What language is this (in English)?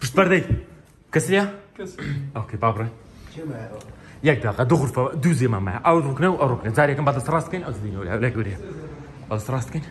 Kurdish